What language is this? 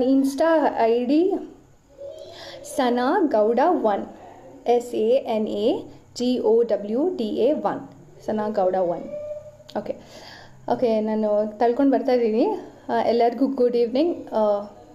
Kannada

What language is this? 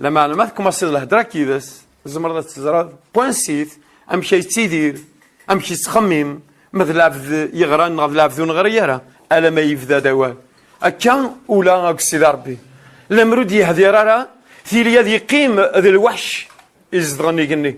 Kabyle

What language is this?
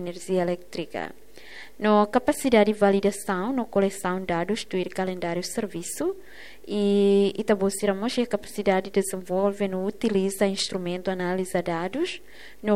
Tetum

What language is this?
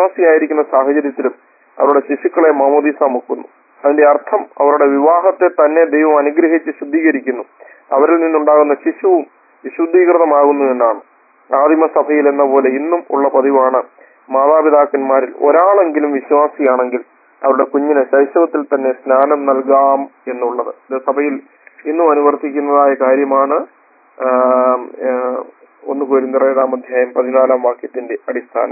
Malayalam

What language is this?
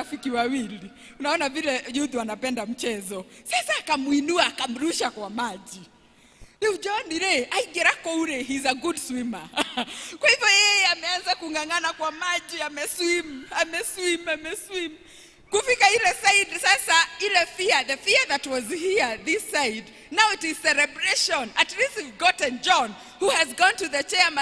Kikuyu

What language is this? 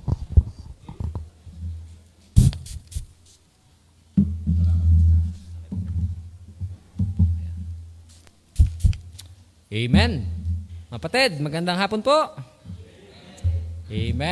Filipino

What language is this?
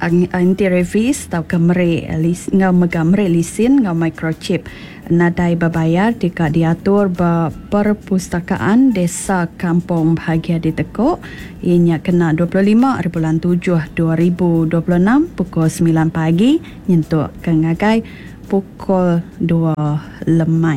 Iban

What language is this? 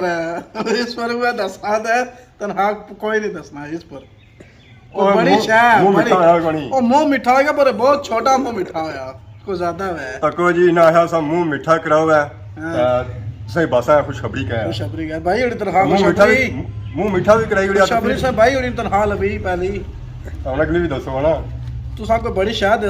Pahari-Potwari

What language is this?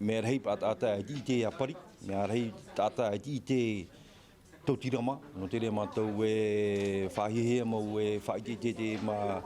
Tahitian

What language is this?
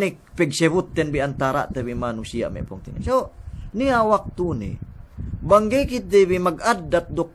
Yakan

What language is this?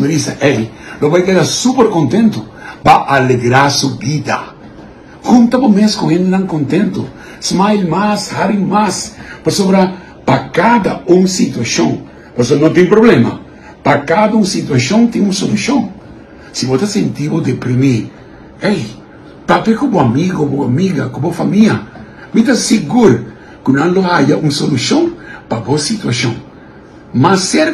Papiamento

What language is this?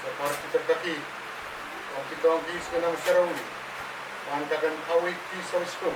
Pohnpeian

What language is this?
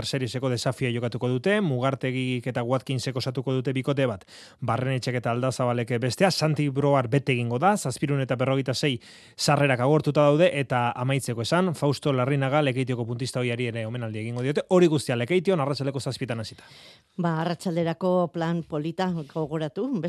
Basque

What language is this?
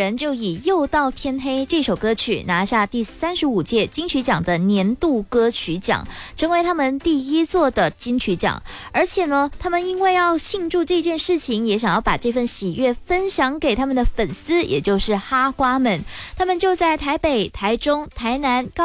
Chinese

